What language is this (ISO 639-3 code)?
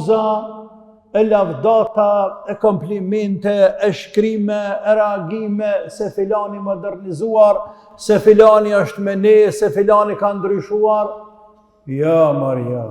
sqi